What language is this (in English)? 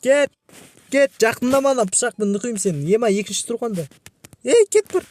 Kazakh